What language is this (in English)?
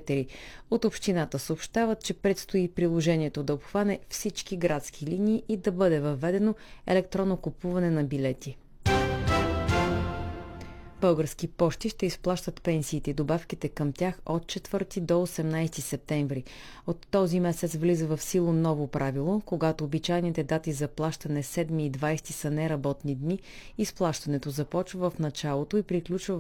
Bulgarian